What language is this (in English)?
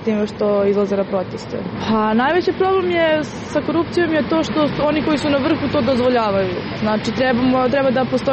Serbian